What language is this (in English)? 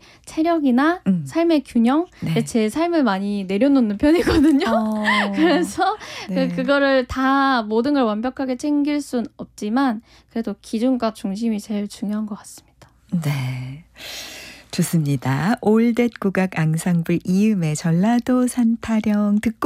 Korean